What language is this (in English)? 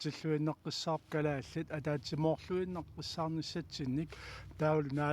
Kalaallisut